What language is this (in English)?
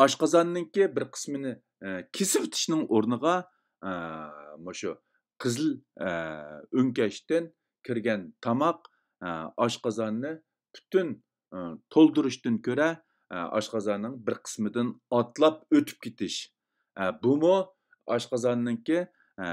Uyghur